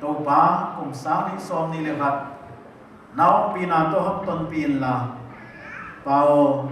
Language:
Paite Chin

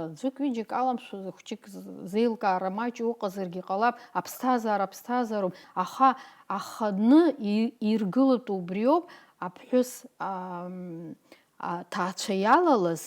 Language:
Abkhazian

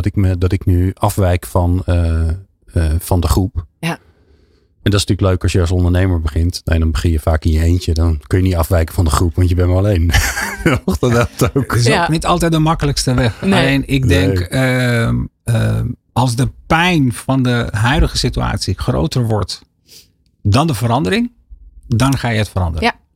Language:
Dutch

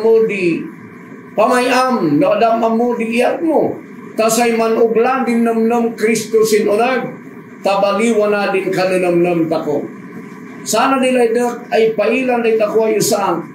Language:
Kankanaey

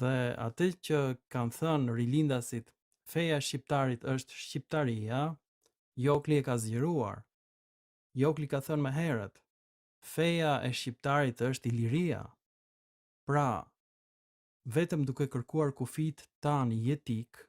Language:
Albanian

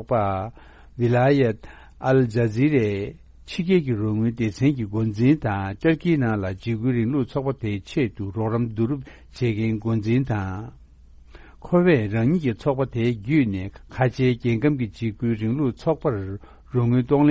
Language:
Tibetan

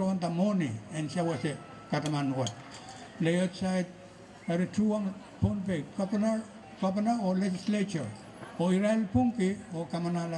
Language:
Pohnpeian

